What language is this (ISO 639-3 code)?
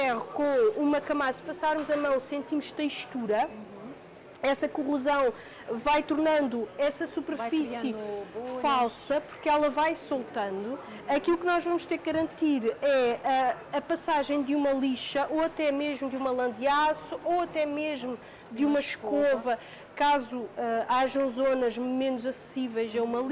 por